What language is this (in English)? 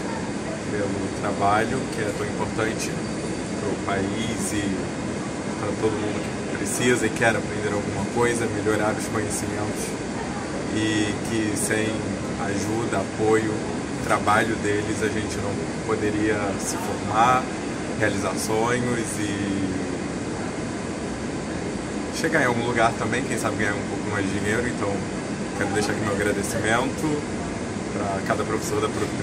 Portuguese